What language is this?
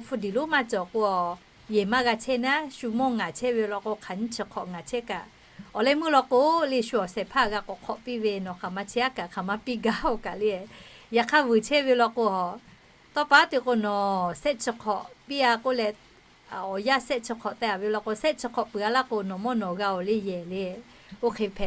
Lahu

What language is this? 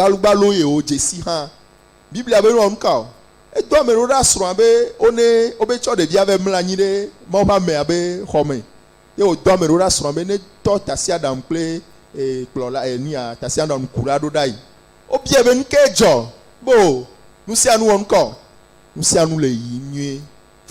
Ewe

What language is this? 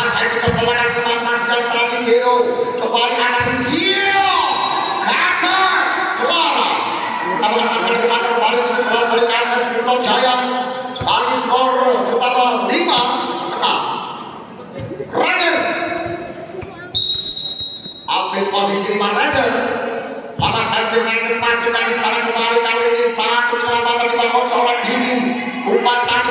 Indonesian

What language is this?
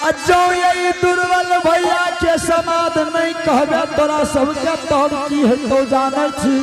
Angika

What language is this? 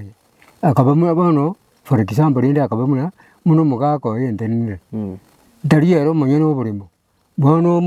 Gusii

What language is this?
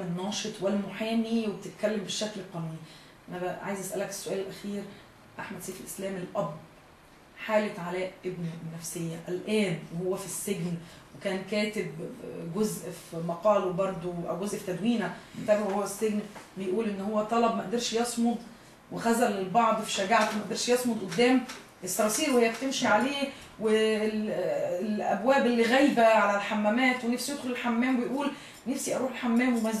Egyptian Arabic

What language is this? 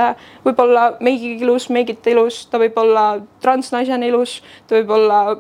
Estonian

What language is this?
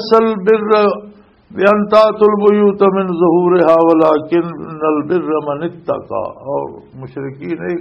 Western Panjabi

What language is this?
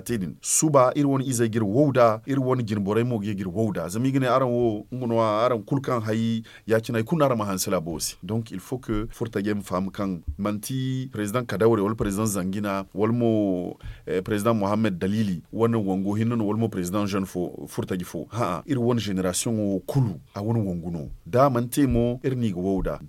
Zarma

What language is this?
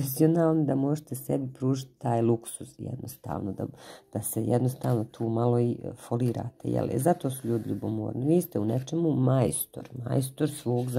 Croatian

